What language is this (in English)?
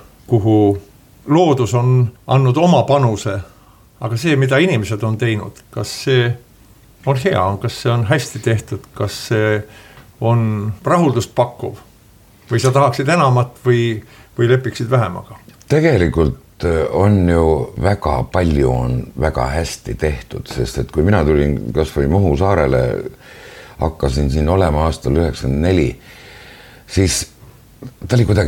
Estonian